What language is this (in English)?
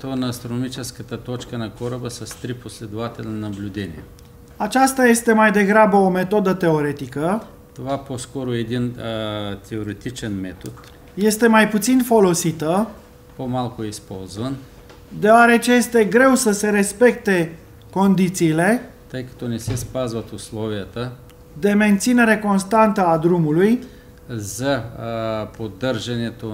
Bulgarian